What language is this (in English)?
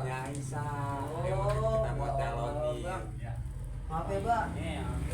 Betawi